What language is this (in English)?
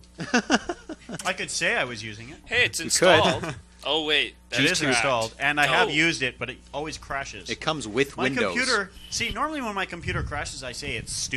English